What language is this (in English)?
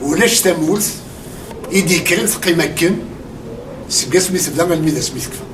Kabyle